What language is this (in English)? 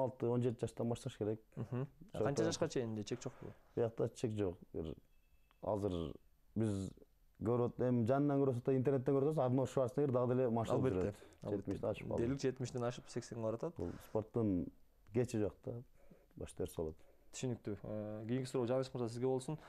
Kyrgyz